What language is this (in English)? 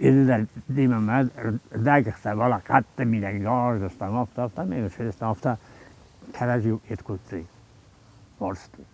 Ossetic